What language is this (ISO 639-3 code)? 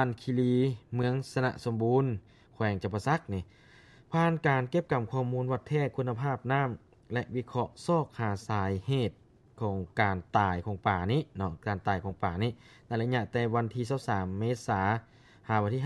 lao